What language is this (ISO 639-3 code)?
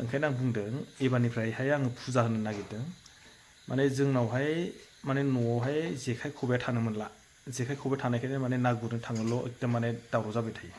brx